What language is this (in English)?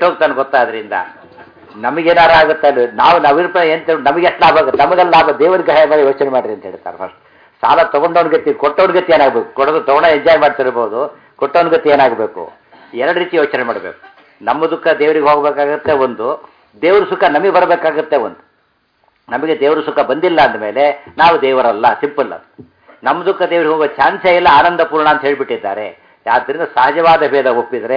Kannada